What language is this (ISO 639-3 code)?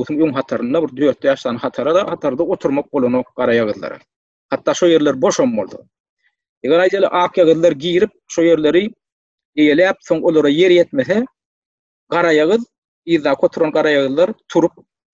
tuk